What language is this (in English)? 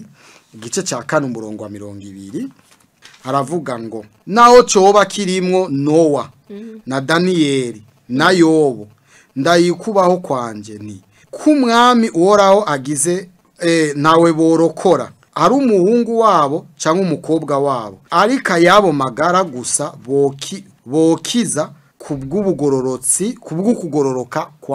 Rundi